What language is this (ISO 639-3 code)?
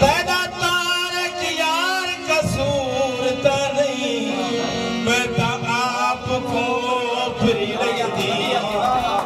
skr